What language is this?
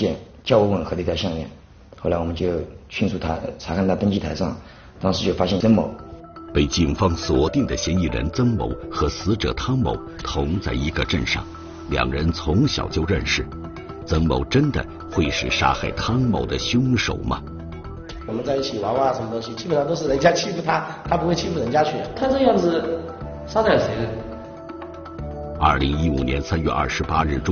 Chinese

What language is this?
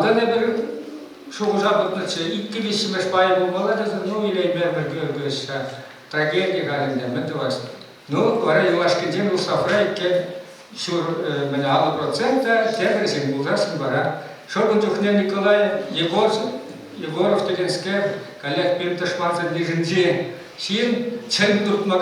Chuvash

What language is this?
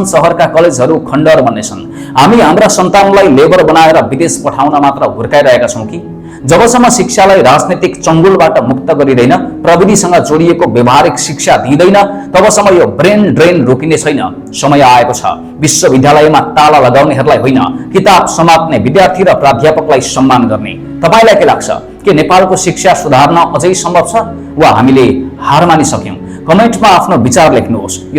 Nepali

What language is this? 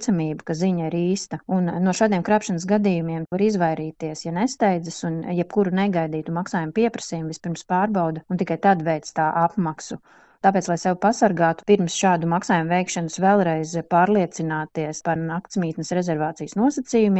Latvian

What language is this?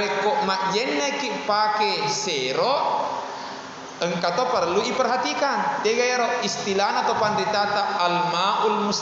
Buginese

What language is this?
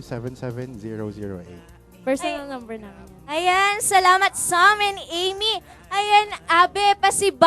Pampanga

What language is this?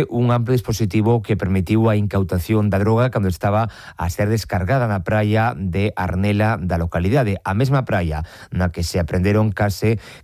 Galician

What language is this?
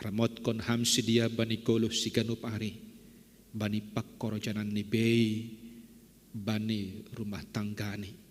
Batak Simalungun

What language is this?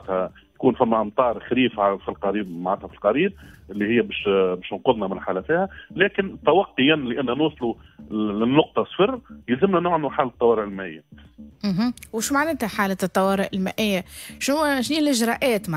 Tunisian Arabic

